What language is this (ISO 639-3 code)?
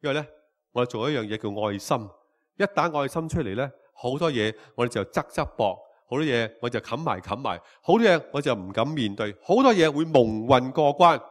yue